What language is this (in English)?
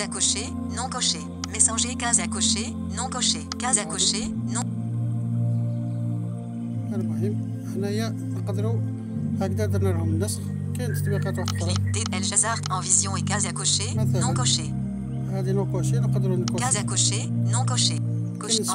Algerian Arabic